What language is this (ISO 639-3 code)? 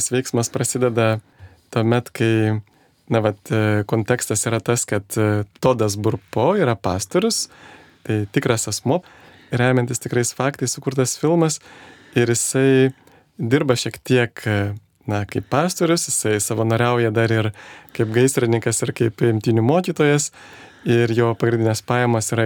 lit